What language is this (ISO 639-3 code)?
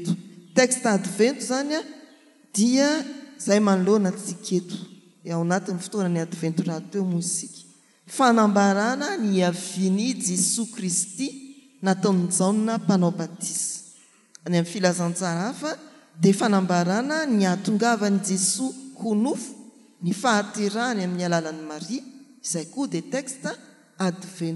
mlg